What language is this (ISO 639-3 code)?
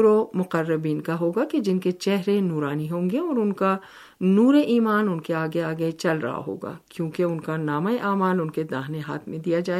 urd